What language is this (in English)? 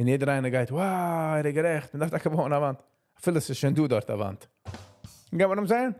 Yiddish